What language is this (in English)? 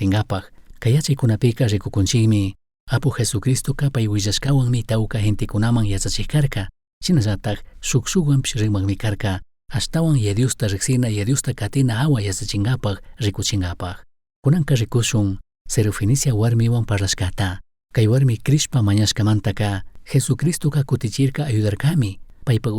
Chimborazo Highland Quichua